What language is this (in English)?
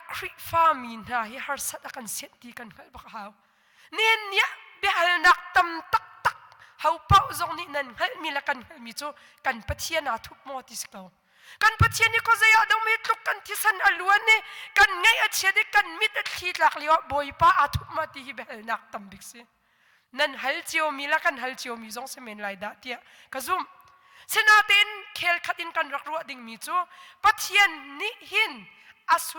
Hakha Chin